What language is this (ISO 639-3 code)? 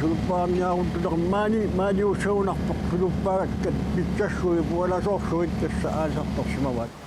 kal